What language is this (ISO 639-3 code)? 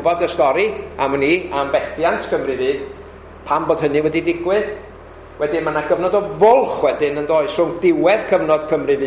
cym